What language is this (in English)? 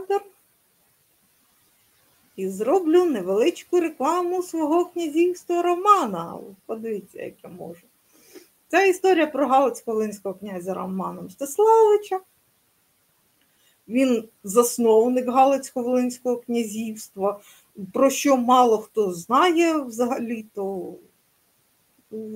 Ukrainian